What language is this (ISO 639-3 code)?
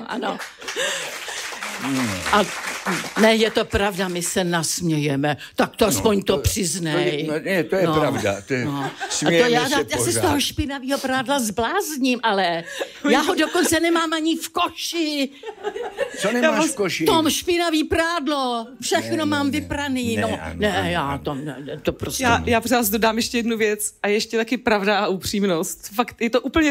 ces